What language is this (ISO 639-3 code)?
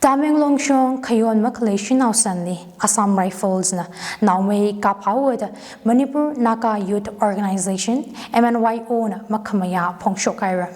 nmf